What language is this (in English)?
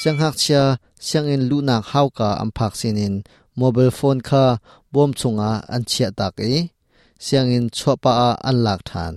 Hakha Chin